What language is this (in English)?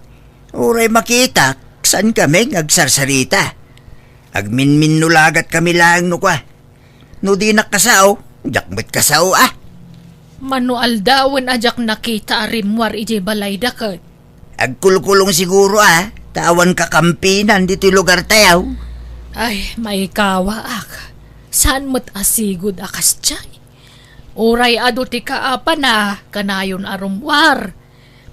Iloko